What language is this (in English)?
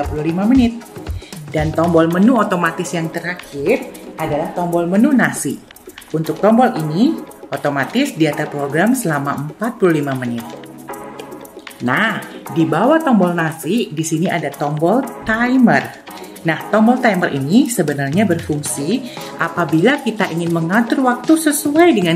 Indonesian